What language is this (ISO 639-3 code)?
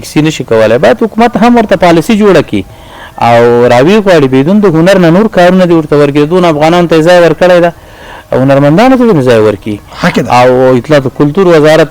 pus